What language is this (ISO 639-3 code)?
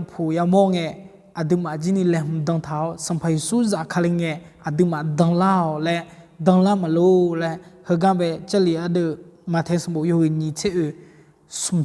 ahk